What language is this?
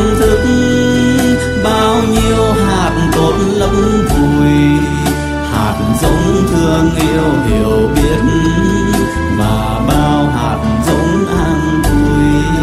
Vietnamese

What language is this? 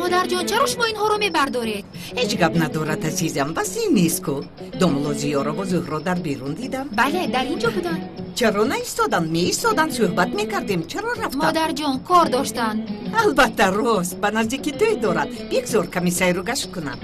Tajik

